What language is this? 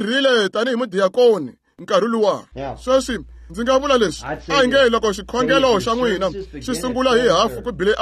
Tsonga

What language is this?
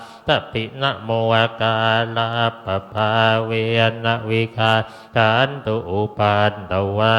Pali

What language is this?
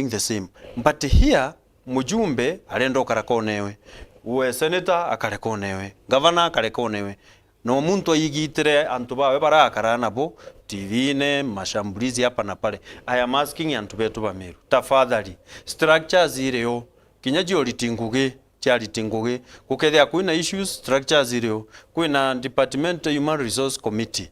Meru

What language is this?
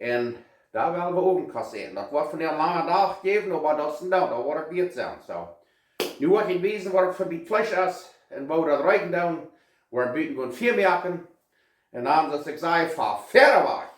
Plautdietsch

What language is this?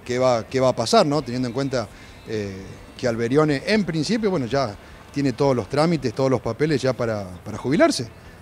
Spanish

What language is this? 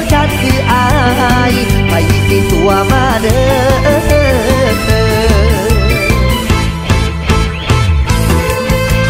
Thai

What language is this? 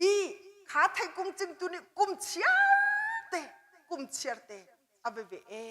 Hakha Chin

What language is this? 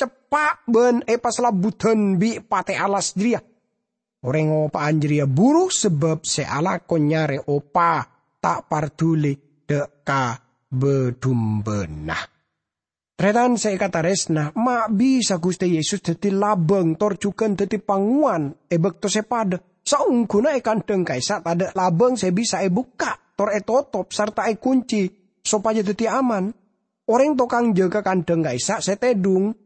Madurese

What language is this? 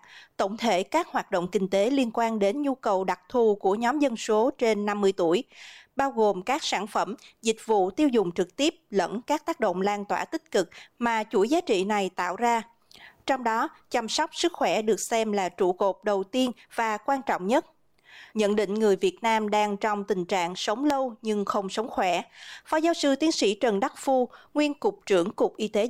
Vietnamese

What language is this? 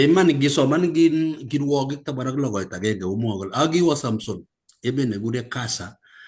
Kalenjin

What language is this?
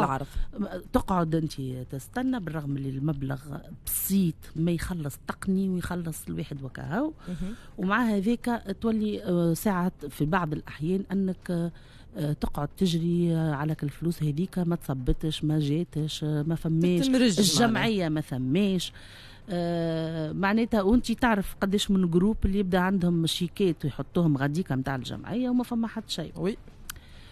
Tunisian Arabic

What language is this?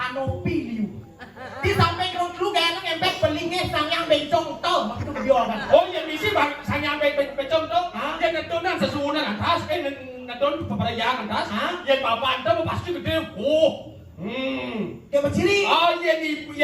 Balinese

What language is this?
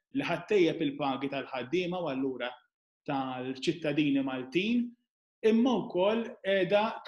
Maltese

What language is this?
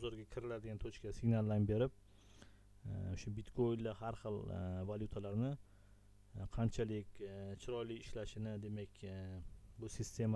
Uzbek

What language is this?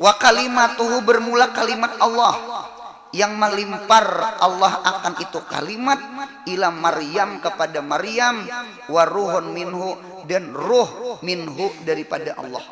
Banjar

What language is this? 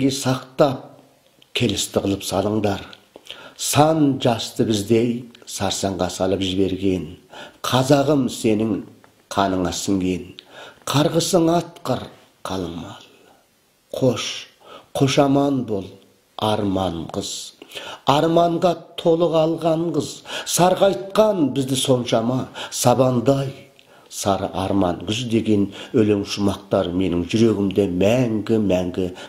Kazakh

